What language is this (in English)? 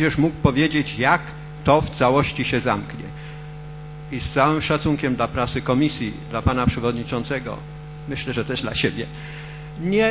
Polish